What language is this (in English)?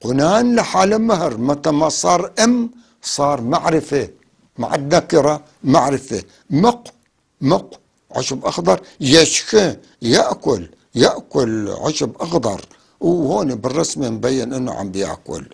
North Levantine Arabic